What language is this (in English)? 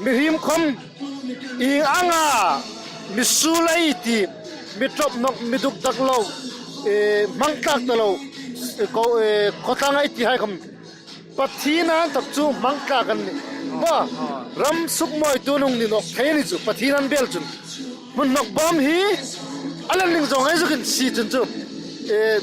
Hmar